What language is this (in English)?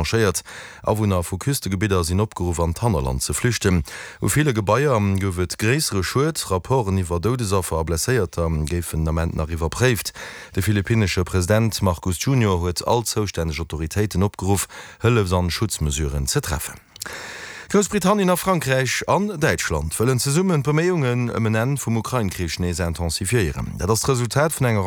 Luxembourgish